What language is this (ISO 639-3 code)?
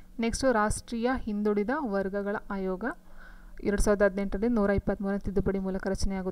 kan